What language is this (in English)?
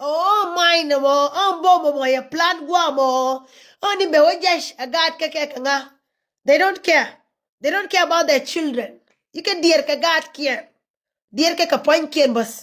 Nuer